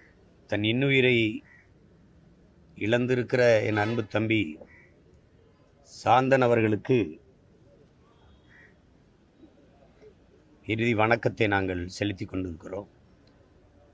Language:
Tamil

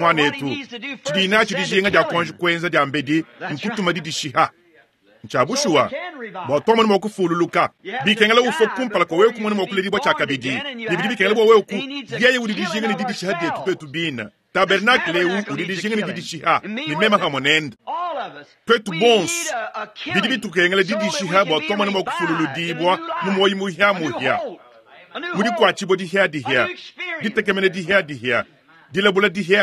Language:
Luba-Lulua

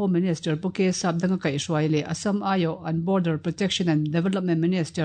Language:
Mizo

